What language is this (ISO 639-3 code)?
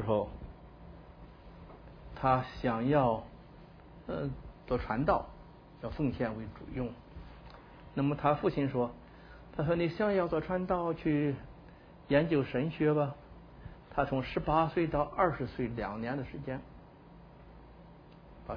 zho